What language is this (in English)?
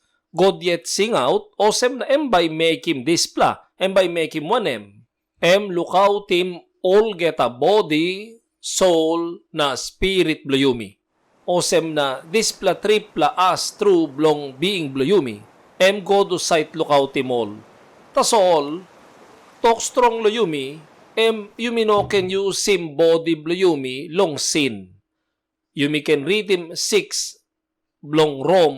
Tok Pisin